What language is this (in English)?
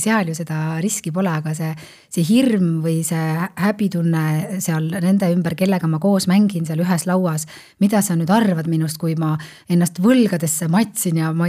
Estonian